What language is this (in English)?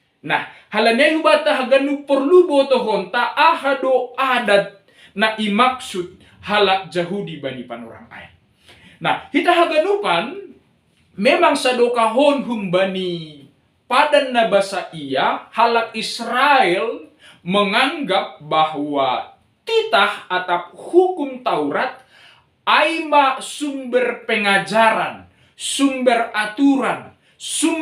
Batak Simalungun